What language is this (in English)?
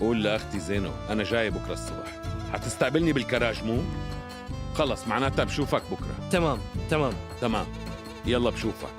North Levantine Arabic